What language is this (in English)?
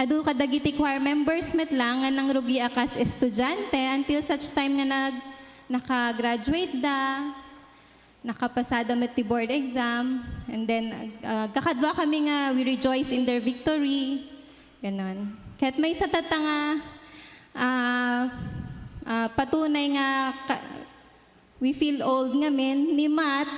Iloko